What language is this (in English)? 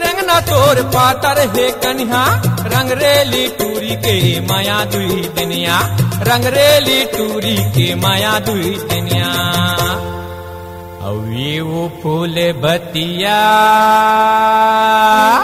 Chhattisgarhi